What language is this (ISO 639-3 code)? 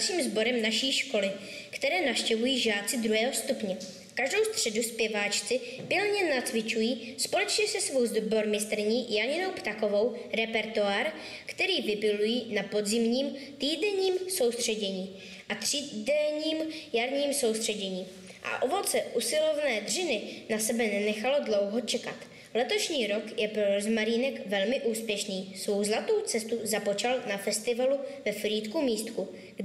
ces